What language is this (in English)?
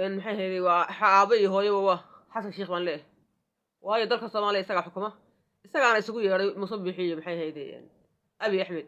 Somali